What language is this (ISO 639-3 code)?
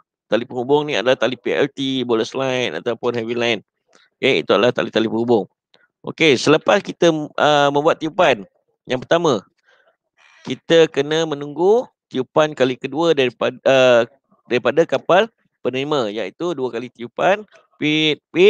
msa